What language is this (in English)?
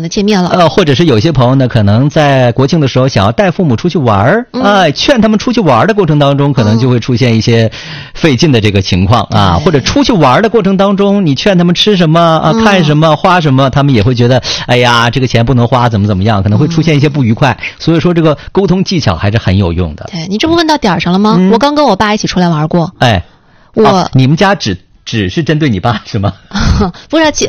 Chinese